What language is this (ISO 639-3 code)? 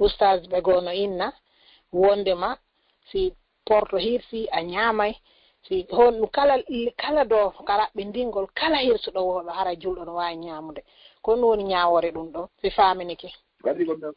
ful